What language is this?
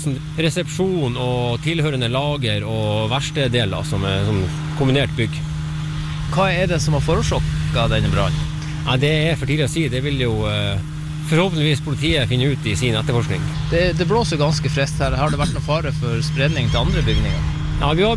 Norwegian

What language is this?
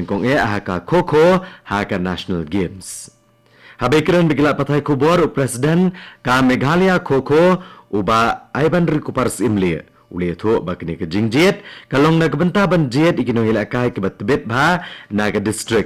Khasi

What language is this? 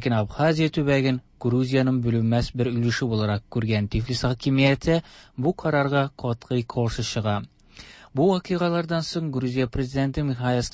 Tatar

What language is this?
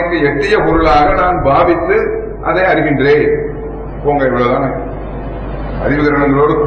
Tamil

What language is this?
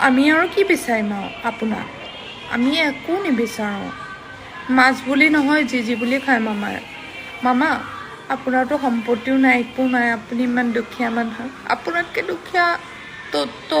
Assamese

